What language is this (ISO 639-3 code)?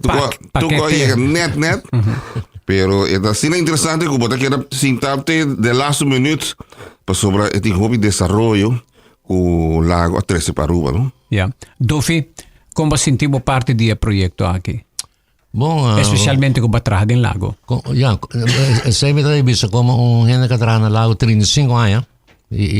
pap